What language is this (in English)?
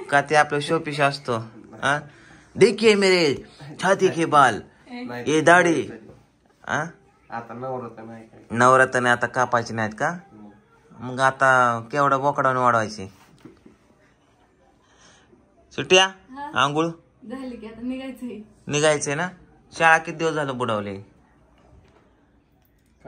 Marathi